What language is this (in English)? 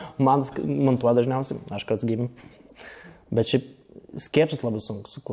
Lithuanian